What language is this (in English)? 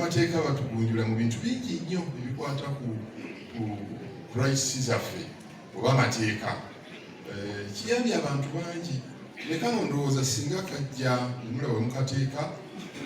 Ganda